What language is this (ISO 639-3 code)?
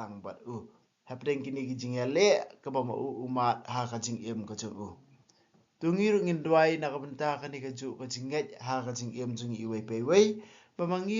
kha